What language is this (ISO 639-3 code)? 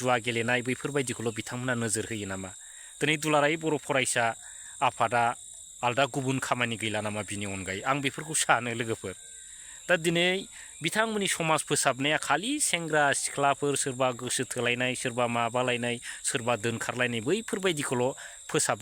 brx